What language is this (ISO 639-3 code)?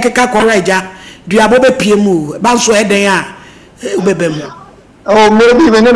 aka